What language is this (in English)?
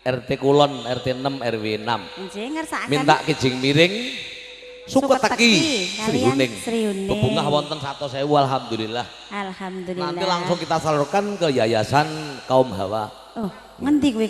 Javanese